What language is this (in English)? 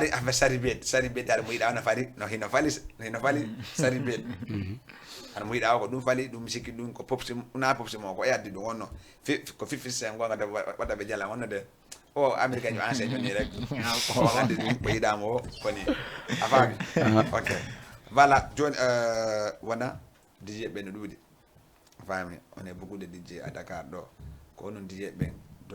Fula